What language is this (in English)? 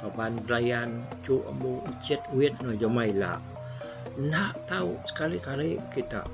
Iban